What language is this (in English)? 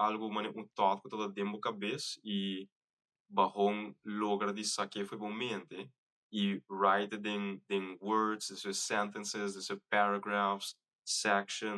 Papiamento